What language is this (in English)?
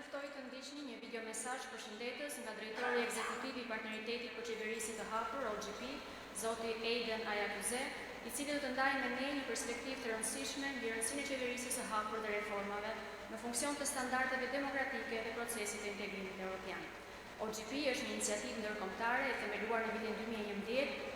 Albanian